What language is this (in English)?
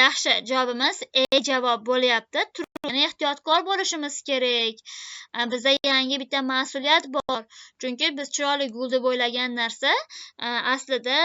Uzbek